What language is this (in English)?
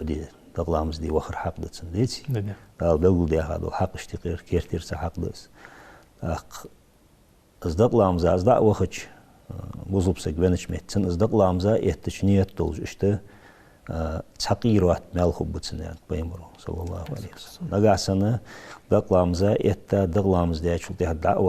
Ingush